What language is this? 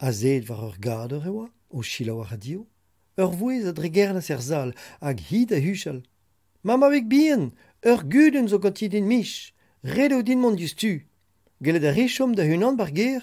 Breton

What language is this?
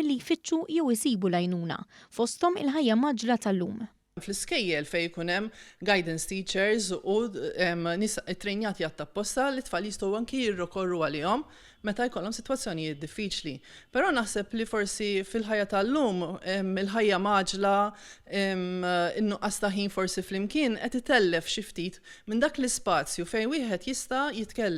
Maltese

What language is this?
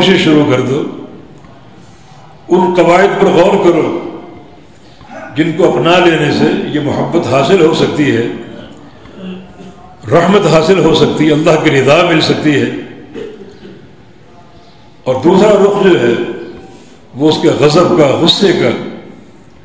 Urdu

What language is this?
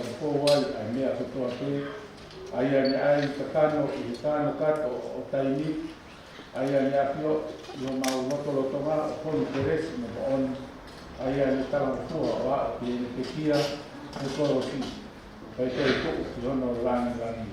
Tongan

